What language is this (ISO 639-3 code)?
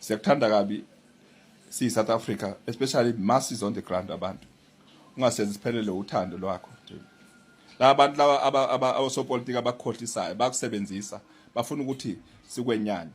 zul